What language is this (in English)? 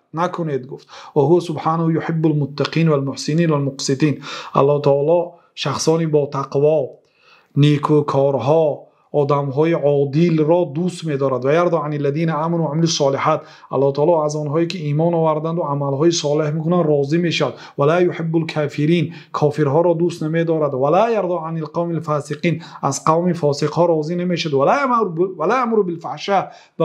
Persian